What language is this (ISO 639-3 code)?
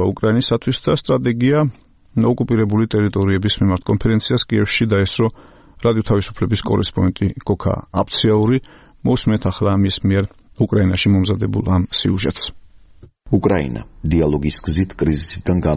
kat